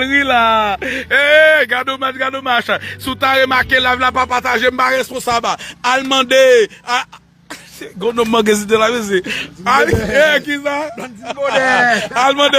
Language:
Haitian Creole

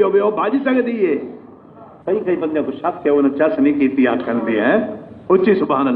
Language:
Saraiki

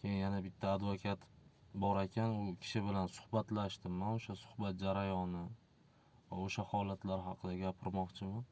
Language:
Uzbek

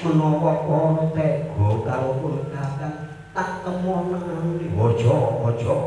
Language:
Javanese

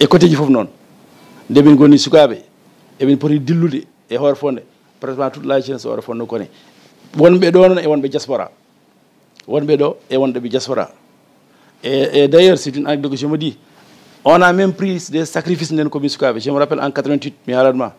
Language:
Fula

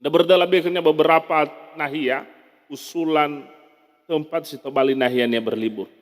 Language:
Nias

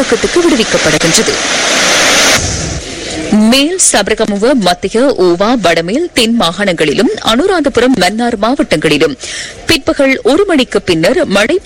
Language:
Tamil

